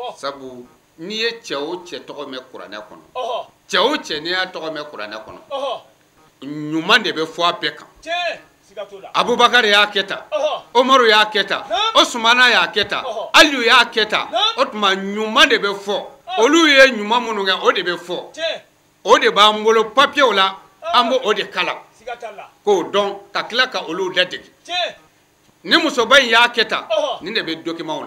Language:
Bambara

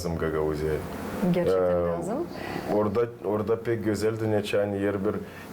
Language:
Gagauz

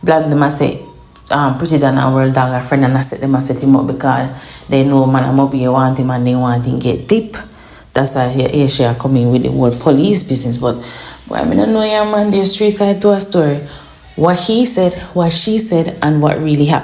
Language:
Jamaican Creole English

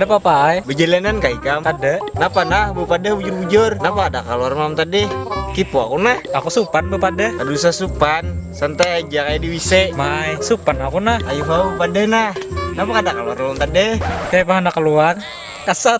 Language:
Banjar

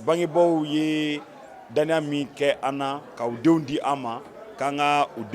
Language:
Bambara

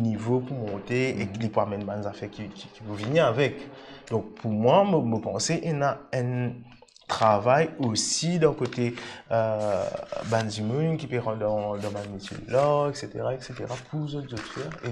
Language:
Morisyen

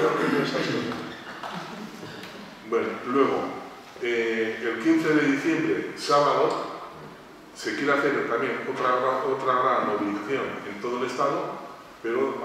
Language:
Spanish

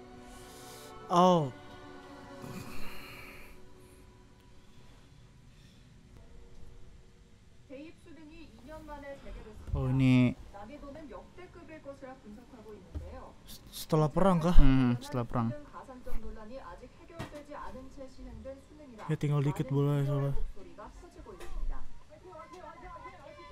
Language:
Indonesian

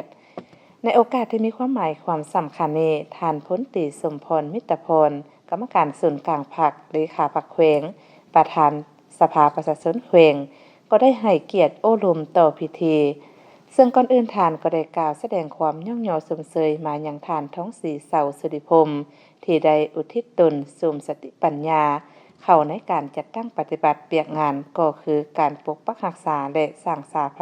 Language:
Lao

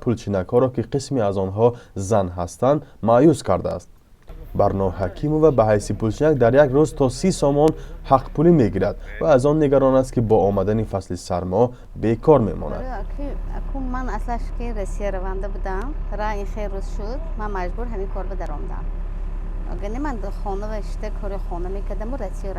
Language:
Tajik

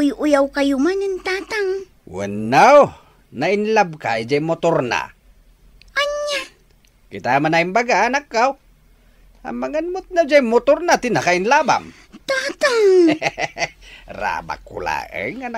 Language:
Iloko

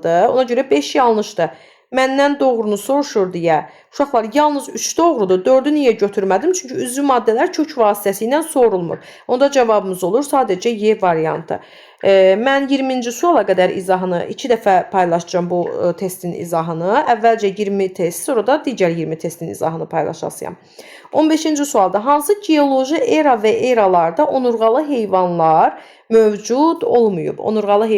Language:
Azerbaijani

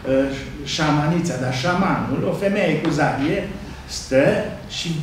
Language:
Romanian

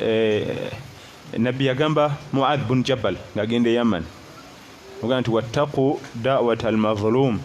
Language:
Ganda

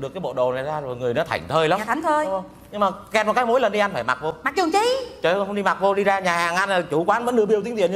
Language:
Vietnamese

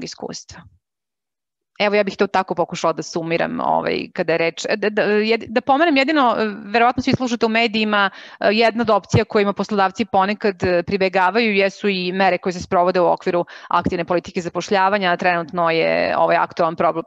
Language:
Serbian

